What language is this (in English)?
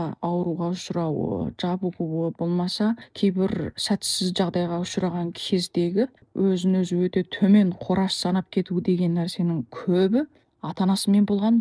Kazakh